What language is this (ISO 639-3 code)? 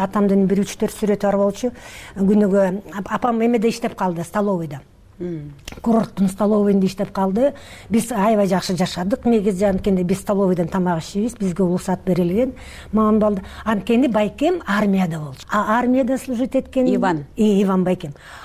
kir